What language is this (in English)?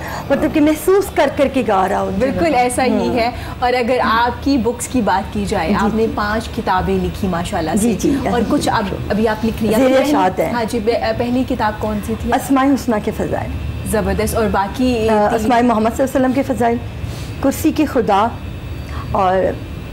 Urdu